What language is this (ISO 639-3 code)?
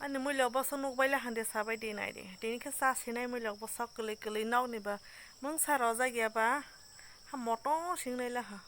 trp